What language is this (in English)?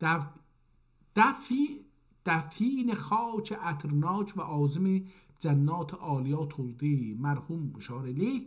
South Azerbaijani